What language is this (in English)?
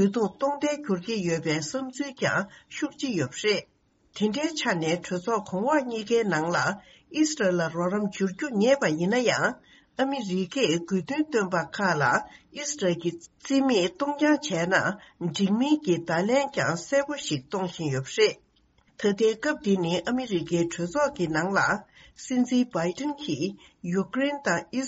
Tibetan